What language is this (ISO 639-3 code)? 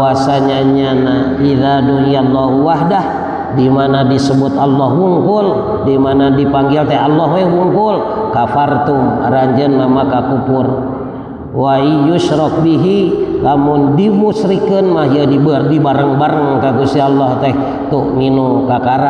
sun